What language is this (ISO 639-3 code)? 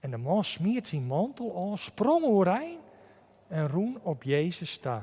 fry